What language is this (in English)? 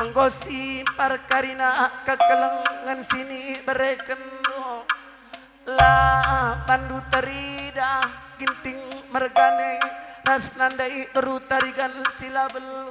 Batak Karo